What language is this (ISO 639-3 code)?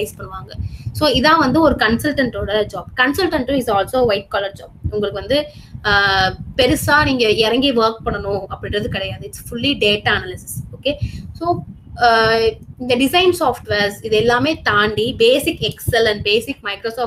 tam